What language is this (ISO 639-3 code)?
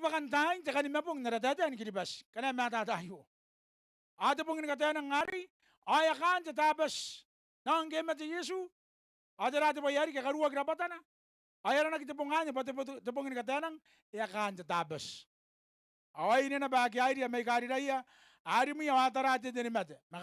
gil